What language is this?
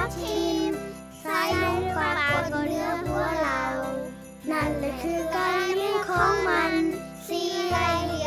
Thai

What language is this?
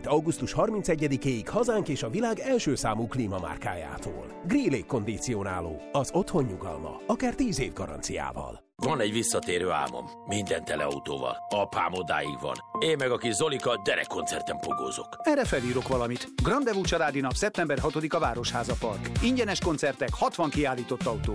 Hungarian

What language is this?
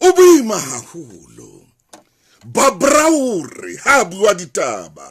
Southern Sotho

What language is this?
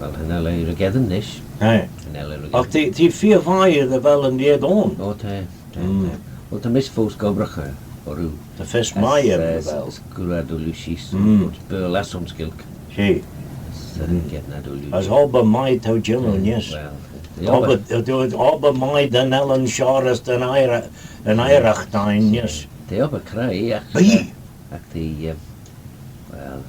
Manx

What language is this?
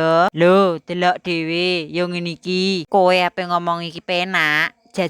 Javanese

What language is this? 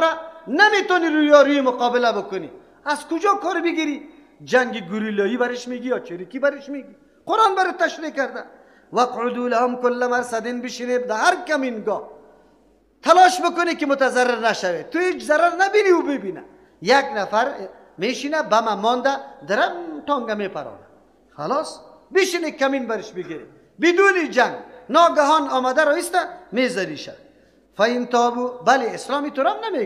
Persian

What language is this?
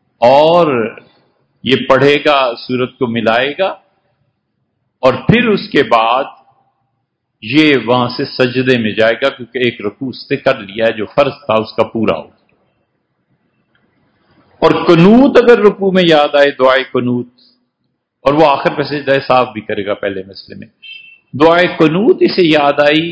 Urdu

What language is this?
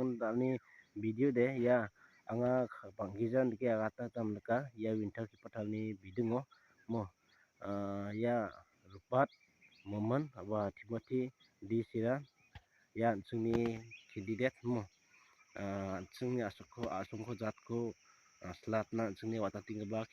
Garo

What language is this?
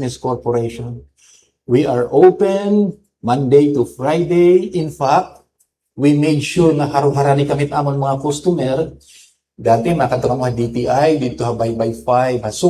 Waray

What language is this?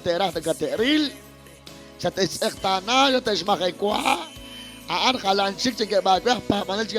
Kekchí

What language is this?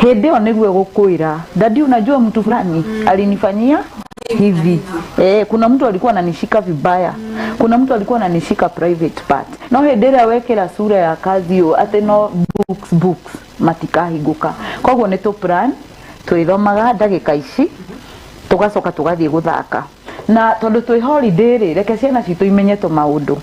Kikuyu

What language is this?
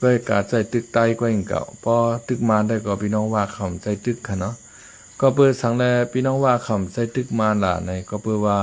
Shan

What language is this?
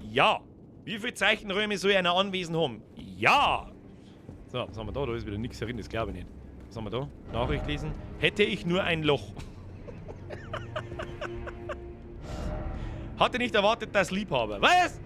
Bavarian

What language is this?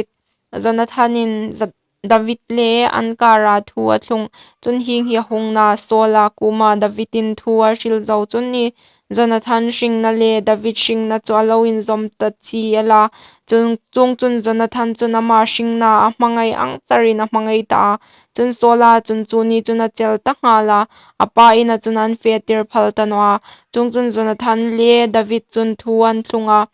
Hmar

